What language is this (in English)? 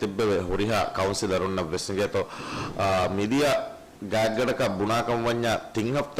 Divehi